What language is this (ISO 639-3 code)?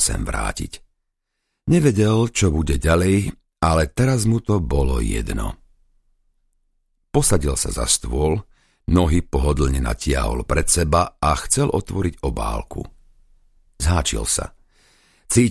slk